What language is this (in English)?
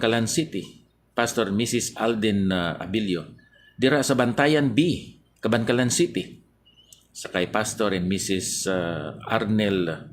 Hiligaynon